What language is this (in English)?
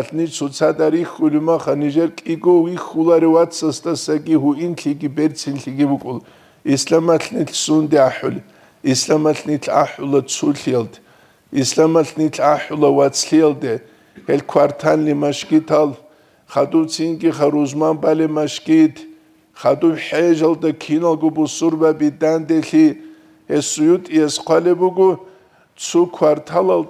Avaric